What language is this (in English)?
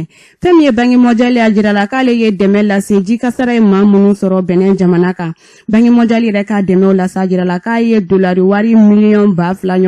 Bambara